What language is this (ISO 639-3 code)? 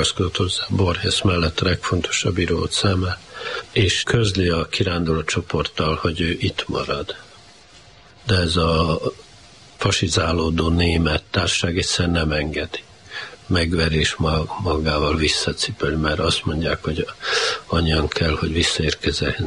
hun